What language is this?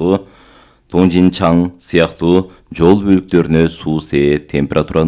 Kyrgyz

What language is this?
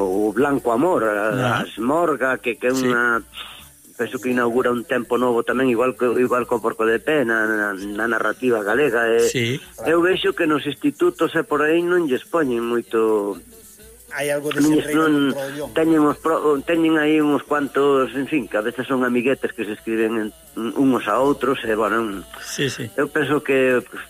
Galician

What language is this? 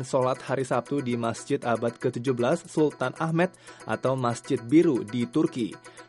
Indonesian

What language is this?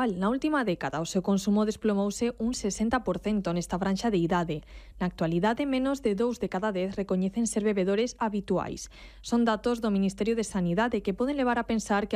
Galician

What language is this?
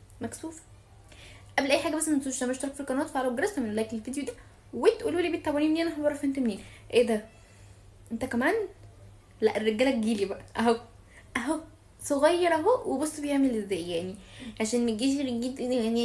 Egyptian Arabic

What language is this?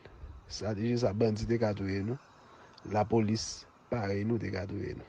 Haitian Creole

